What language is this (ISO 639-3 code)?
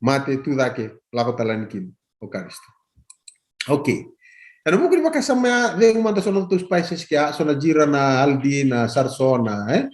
fij